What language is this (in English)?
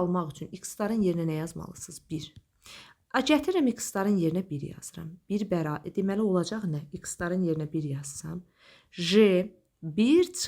Azerbaijani